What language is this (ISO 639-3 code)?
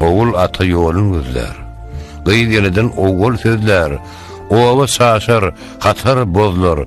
tuk